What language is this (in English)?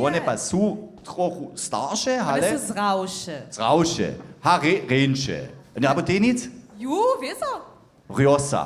Upper Sorbian